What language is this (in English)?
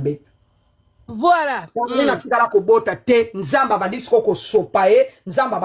Lingala